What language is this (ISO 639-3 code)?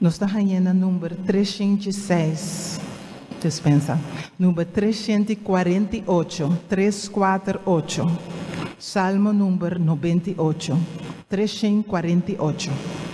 pap